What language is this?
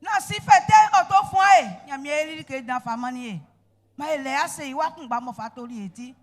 Baoulé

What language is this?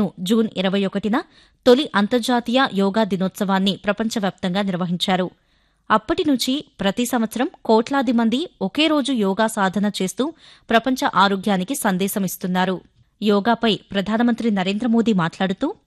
Telugu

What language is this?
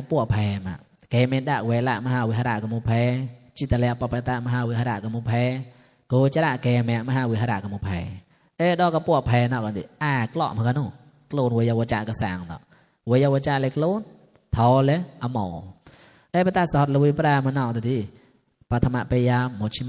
Mon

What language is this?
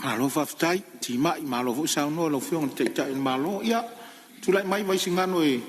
Samoan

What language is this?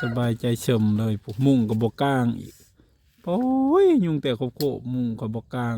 Northeastern Thai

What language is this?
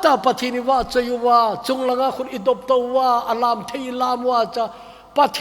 Thado Chin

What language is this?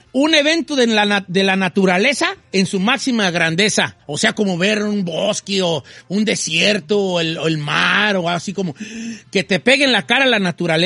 Spanish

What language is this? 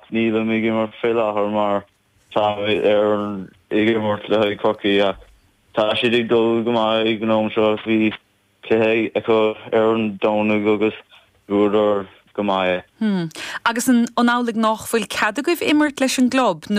Irish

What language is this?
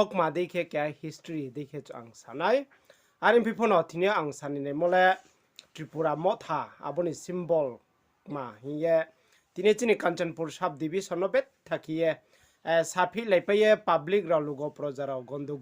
Riang (India)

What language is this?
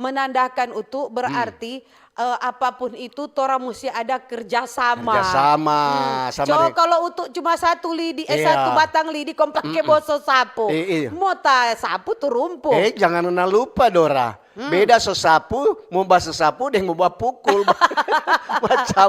Manado Malay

